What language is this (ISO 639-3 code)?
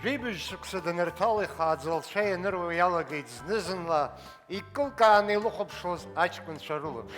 abk